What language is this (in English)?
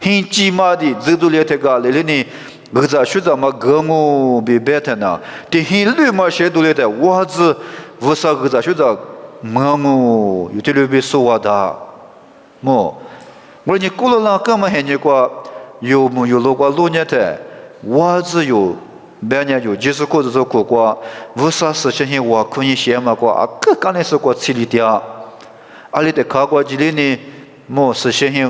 Lisu